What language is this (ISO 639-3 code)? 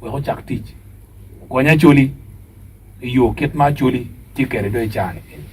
ach